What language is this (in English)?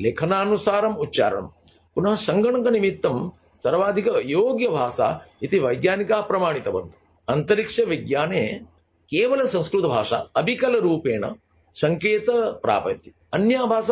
Sanskrit